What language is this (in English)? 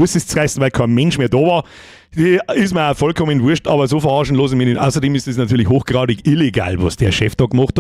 Bavarian